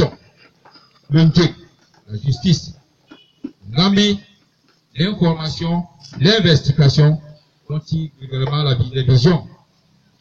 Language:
Basaa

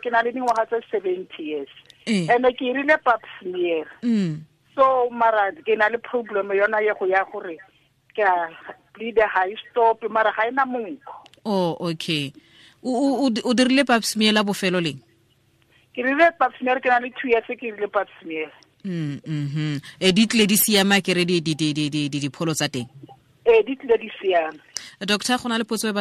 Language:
Tswana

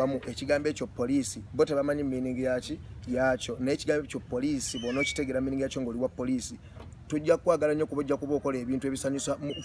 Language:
Ganda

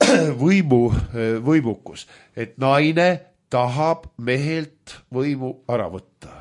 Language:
Estonian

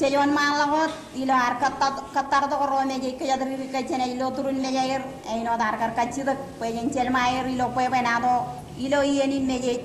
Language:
Marshallese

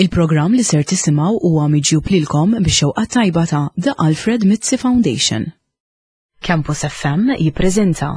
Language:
Maltese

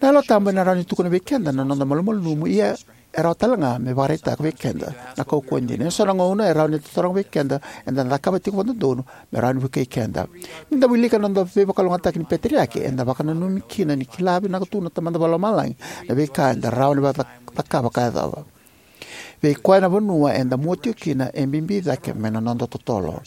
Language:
Fijian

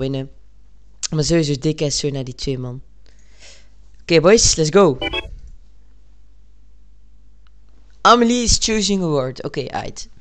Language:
Dutch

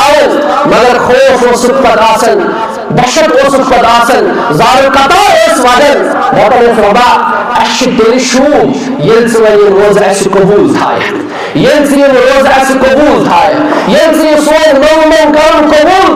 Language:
Kashmiri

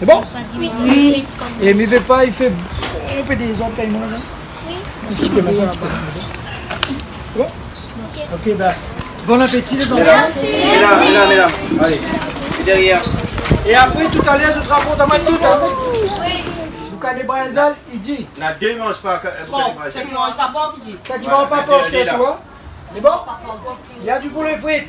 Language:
Réunion Creole French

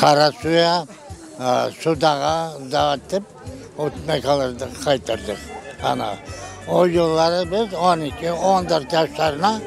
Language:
Crimean Tatar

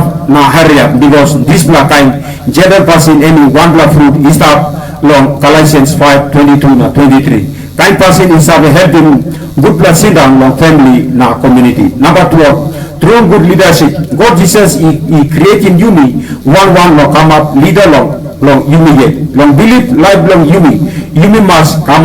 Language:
Tok Pisin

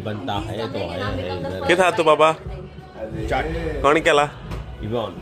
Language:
Konkani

